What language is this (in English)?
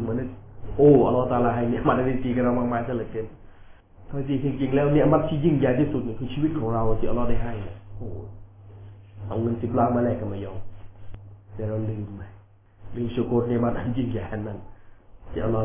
Thai